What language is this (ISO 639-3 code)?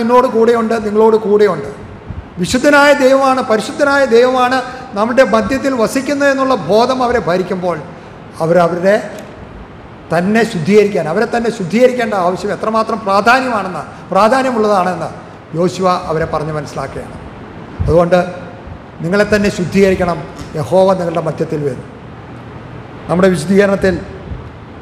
mal